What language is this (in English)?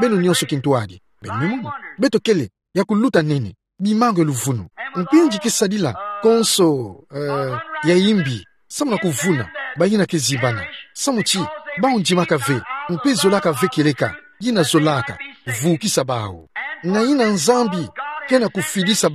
Kituba (Democratic Republic of Congo)